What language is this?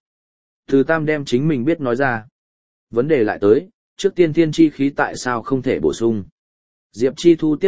Vietnamese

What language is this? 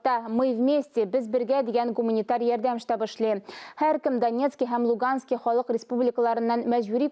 Tatar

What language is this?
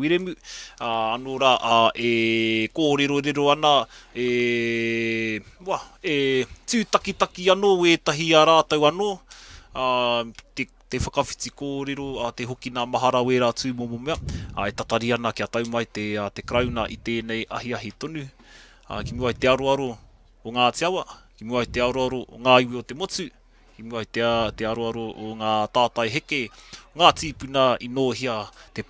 Māori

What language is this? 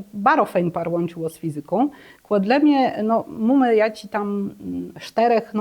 Kashubian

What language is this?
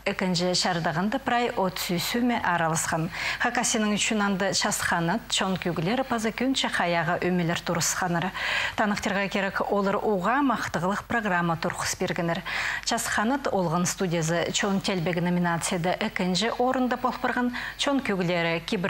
Khakas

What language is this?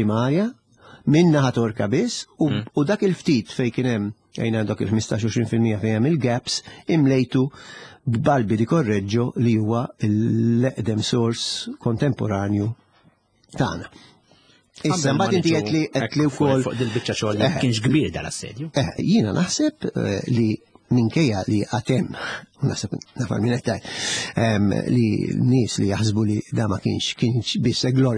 Maltese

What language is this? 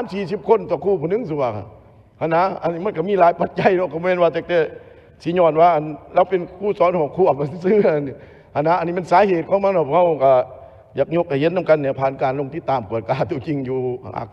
Lao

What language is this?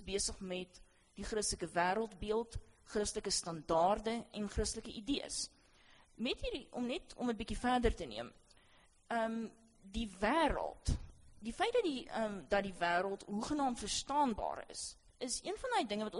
Afrikaans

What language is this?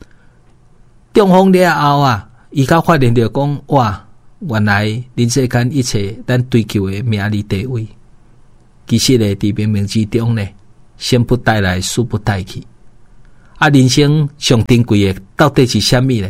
Min Nan Chinese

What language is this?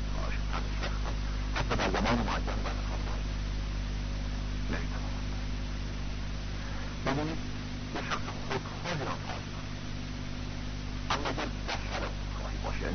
Persian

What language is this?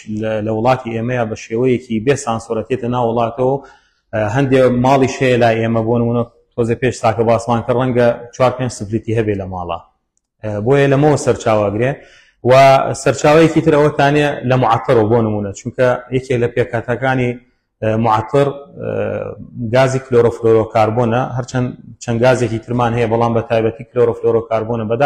Central Kurdish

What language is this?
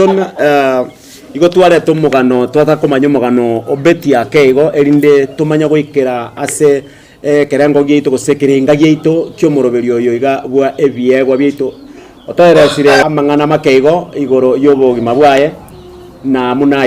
Gusii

